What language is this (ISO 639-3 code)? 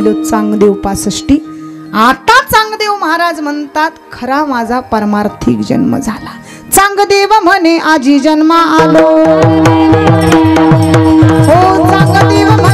mar